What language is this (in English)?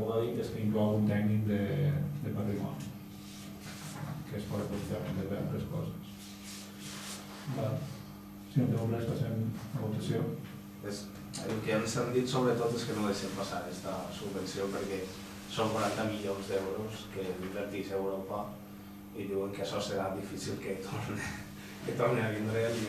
Catalan